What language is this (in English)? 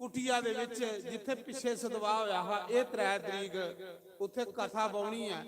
Dogri